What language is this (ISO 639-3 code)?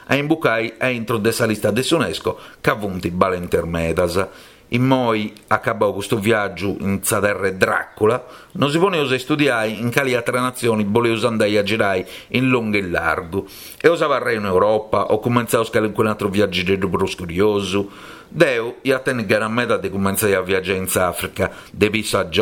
srd